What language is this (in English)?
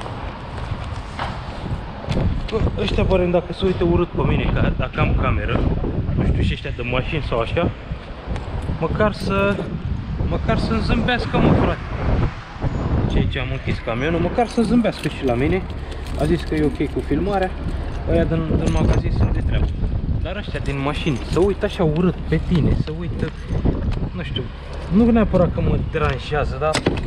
Romanian